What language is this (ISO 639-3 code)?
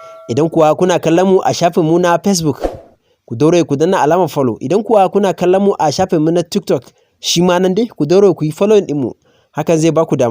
hau